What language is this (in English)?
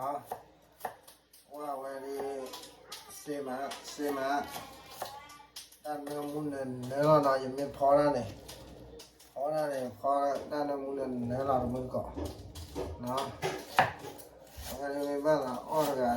S'gaw Karen